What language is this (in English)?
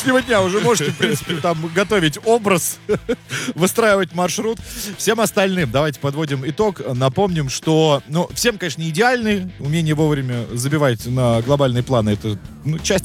Russian